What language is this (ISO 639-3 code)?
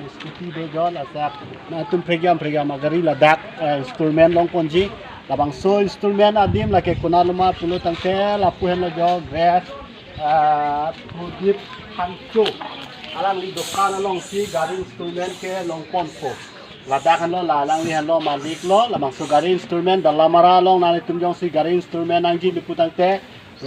mjw